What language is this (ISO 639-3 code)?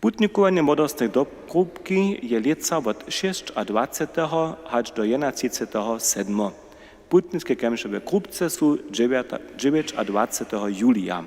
hsb